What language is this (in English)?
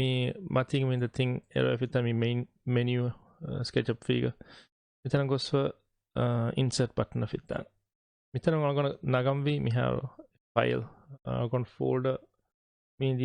Divehi